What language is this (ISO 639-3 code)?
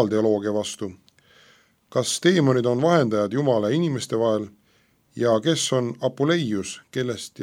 est